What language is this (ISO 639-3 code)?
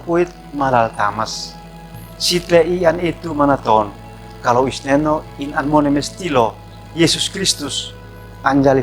aoz